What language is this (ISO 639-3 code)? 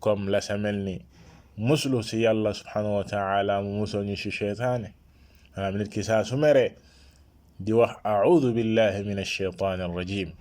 wol